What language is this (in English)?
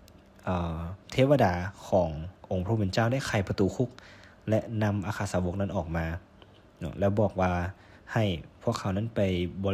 Lao